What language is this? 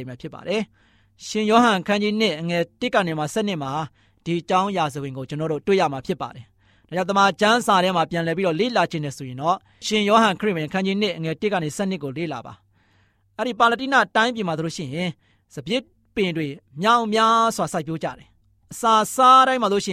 Burmese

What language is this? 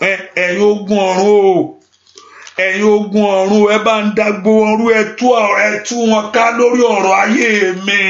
Yoruba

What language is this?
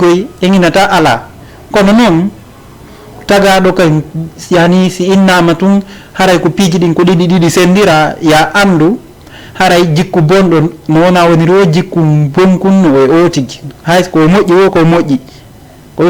Fula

